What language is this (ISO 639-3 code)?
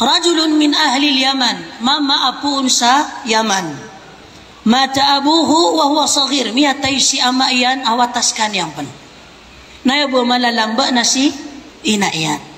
mrw